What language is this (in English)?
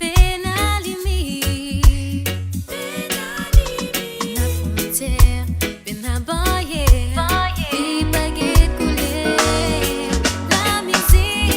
Morisyen